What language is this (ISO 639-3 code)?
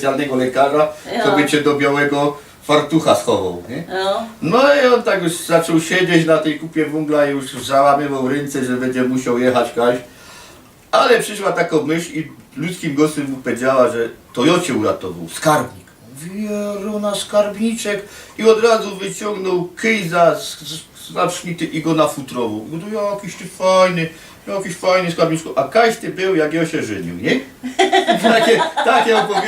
szl